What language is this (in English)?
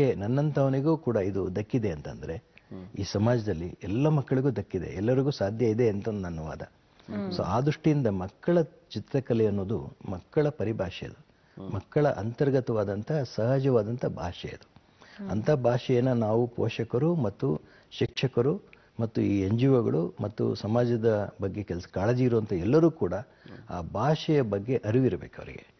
Kannada